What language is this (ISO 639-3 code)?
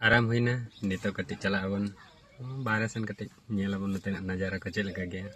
sat